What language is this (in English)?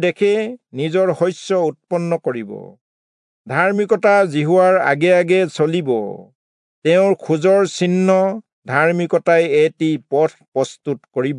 Assamese